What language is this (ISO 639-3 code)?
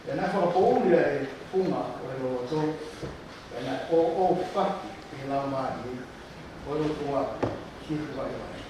ton